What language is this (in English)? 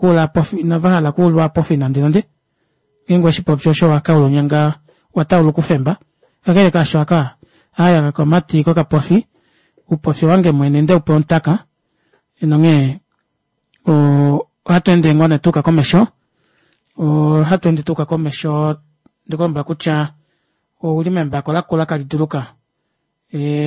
Kuanyama